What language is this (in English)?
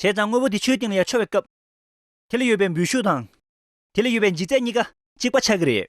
Tibetan